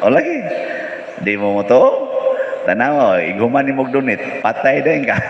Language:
Cebuano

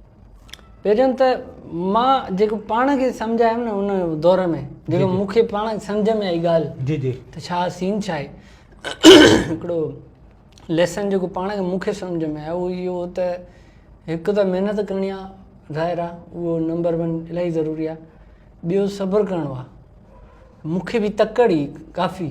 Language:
Sindhi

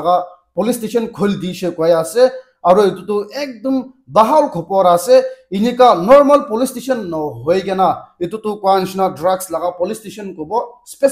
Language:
Naga Pidgin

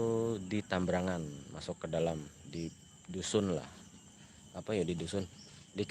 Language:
Banjar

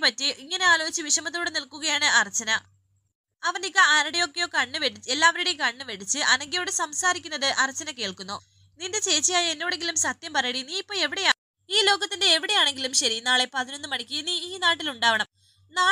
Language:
Malayalam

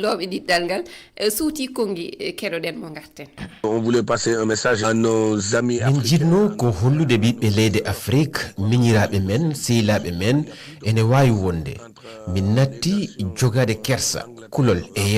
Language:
Fula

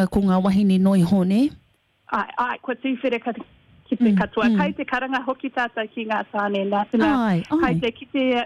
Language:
Māori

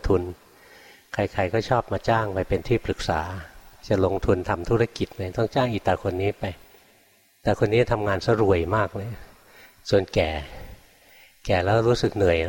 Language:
Thai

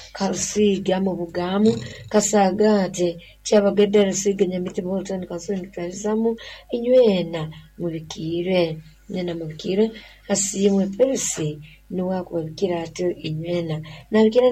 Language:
Nyoro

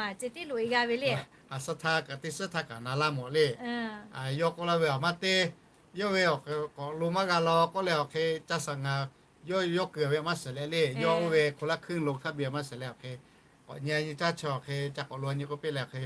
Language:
Lahu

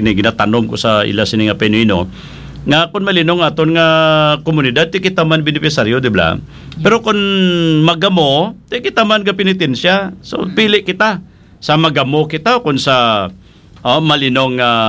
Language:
Hiligaynon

